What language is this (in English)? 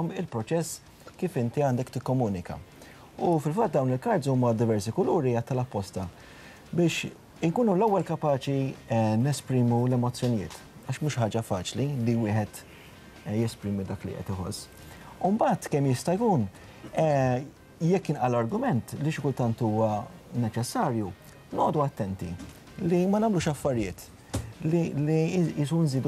Maltese